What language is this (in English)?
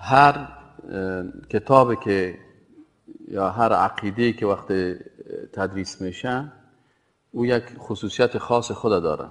Persian